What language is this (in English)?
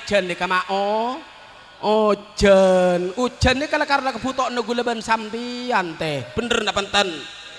Madurese